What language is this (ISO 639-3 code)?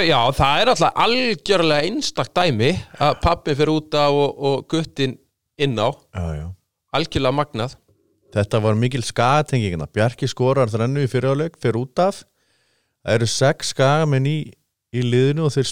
isl